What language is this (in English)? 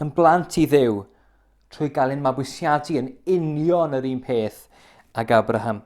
Welsh